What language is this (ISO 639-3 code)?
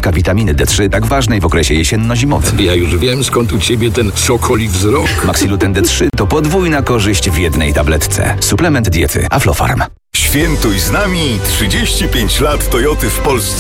pol